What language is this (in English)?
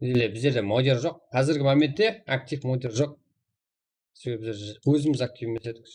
Kara-Kalpak